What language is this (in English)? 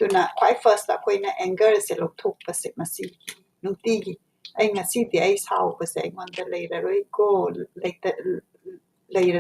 Manipuri